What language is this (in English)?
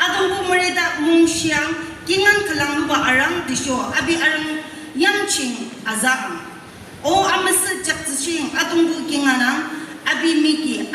Naga Pidgin